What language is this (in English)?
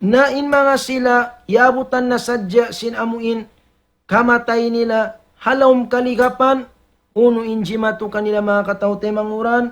Tausug